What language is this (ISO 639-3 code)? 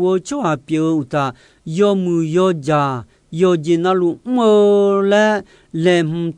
ahk